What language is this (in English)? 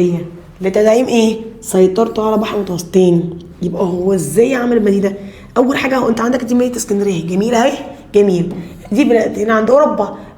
Egyptian Arabic